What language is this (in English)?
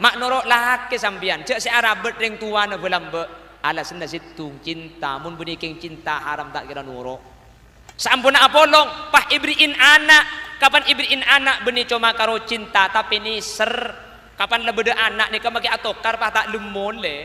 Madurese